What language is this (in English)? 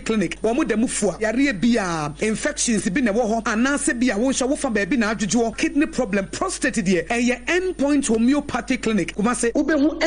Akan